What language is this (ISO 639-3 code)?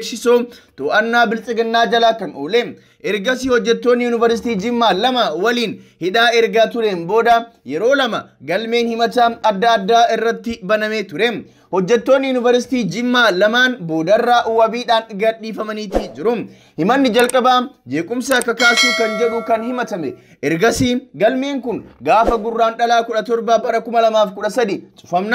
orm